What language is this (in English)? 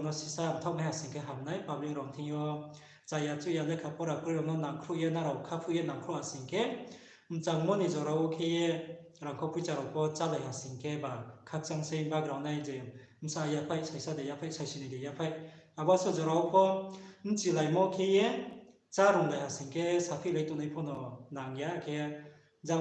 Riang (India)